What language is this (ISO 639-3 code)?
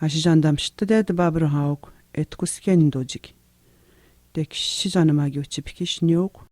atj